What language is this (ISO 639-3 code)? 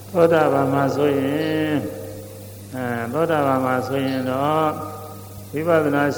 mya